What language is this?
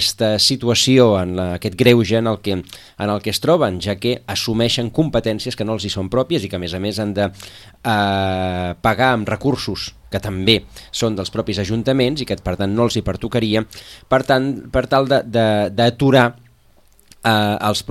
Catalan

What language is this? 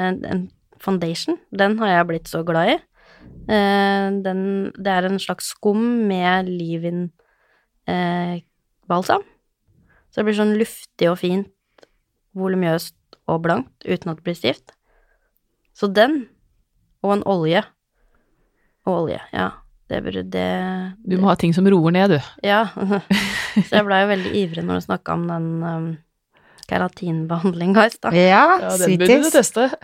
Norwegian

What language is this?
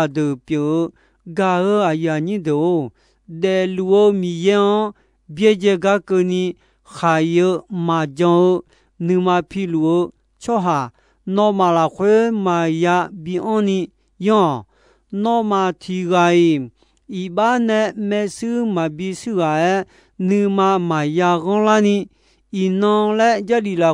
Akha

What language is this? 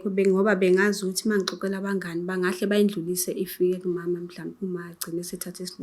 Zulu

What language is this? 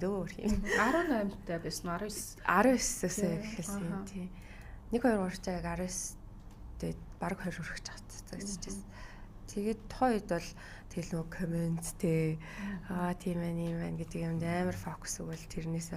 Mongolian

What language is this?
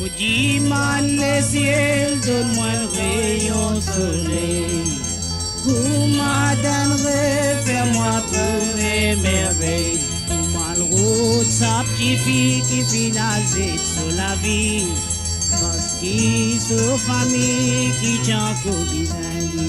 Morisyen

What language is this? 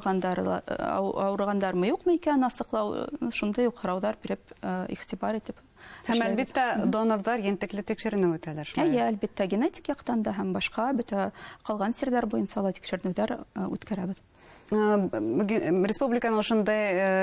Bashkir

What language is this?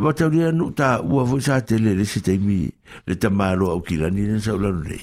Samoan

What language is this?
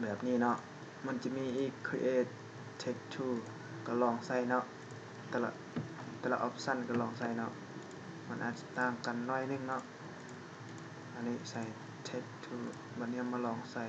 Lao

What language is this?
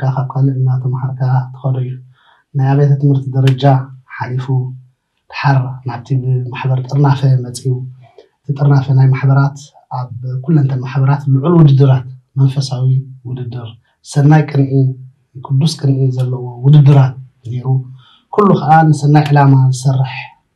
Tigrinya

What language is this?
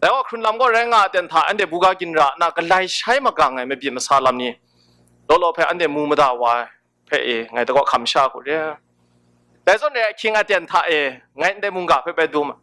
Kachin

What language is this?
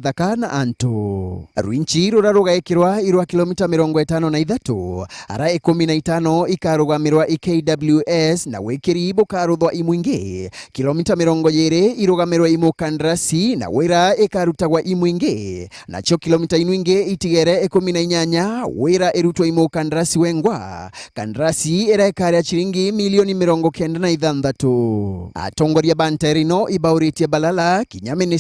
Meru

